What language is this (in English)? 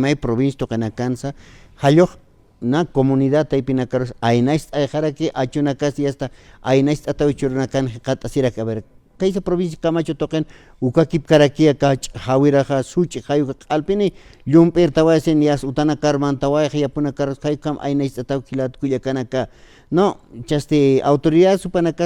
Aymara